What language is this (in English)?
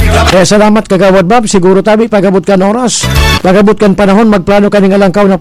Bikol